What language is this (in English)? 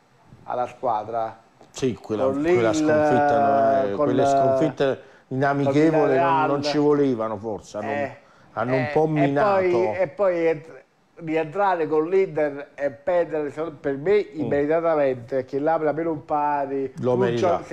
Italian